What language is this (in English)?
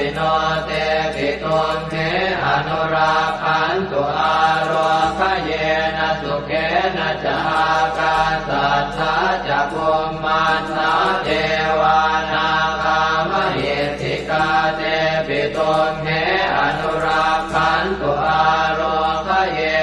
Pali